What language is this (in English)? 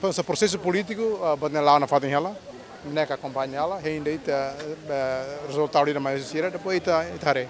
Tetum